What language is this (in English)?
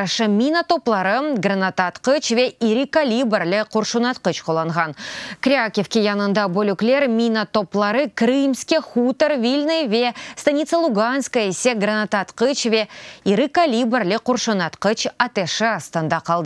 Crimean Tatar